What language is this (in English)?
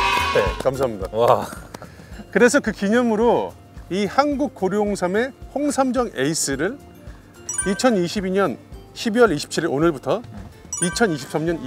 Korean